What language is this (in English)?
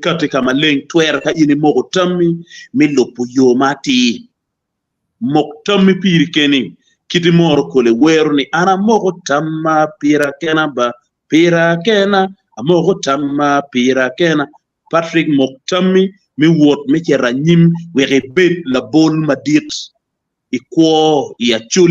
Acoli